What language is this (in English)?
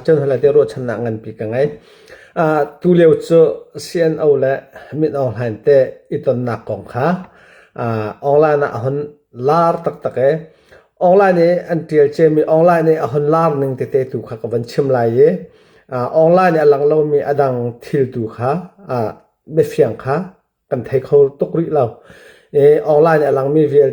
Hakha Chin